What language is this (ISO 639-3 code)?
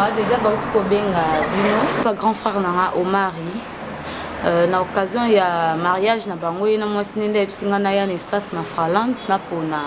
lin